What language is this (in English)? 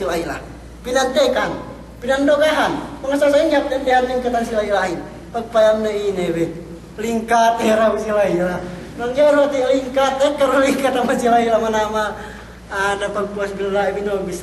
Yakan